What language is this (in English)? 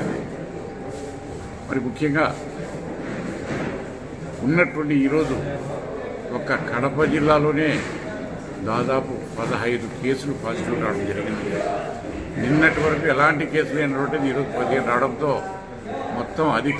Telugu